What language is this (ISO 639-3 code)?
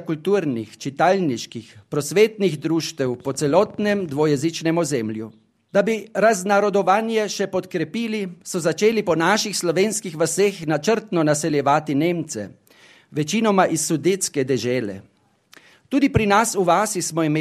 slv